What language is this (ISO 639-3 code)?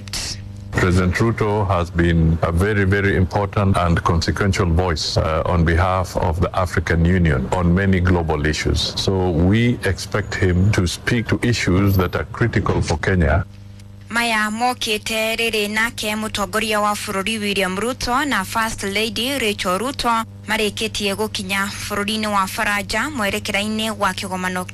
kik